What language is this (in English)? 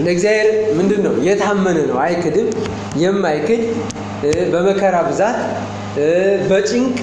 Amharic